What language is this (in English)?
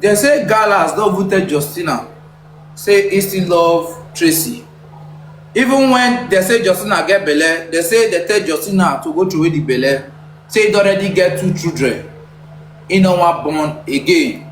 Nigerian Pidgin